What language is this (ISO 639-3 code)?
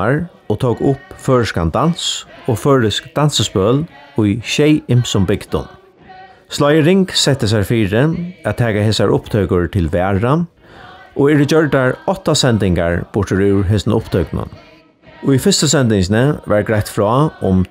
fao